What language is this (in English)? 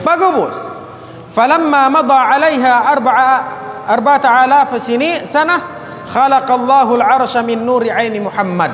Tausug